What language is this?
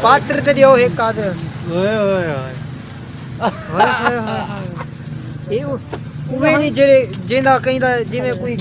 Saraiki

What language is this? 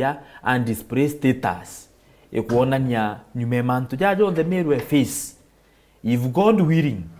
Meru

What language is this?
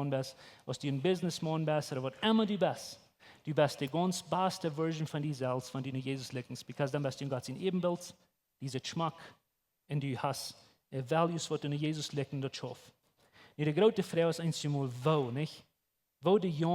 Plautdietsch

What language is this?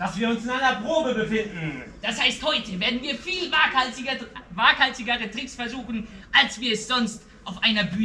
German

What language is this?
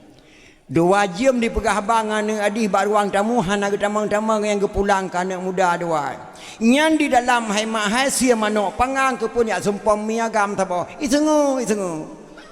Achinese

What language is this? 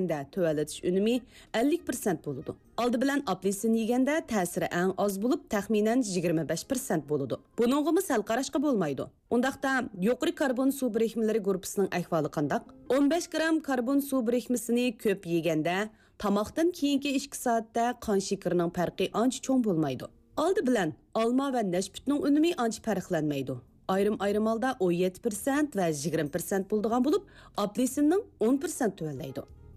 Uyghur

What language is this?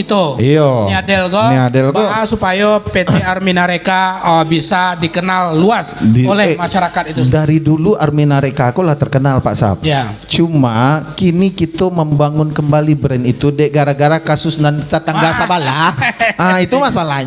Minangkabau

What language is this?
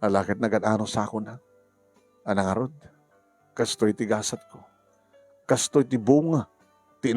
Iloko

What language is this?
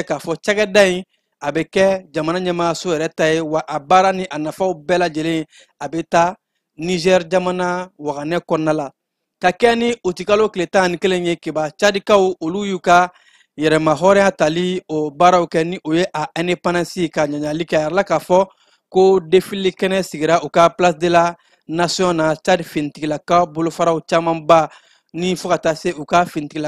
Bambara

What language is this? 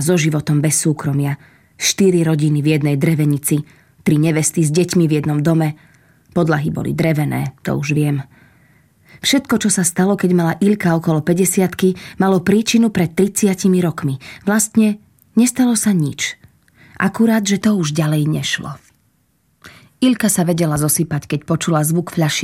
Slovak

